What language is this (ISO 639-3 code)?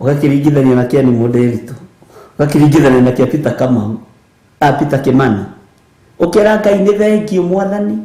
kik